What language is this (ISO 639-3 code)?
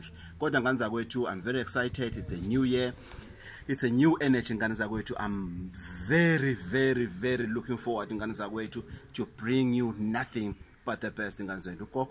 zul